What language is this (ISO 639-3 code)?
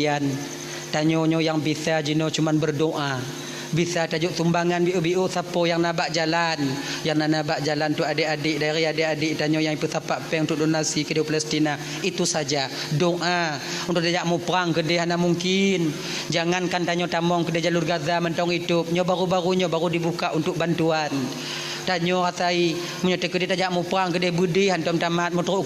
ace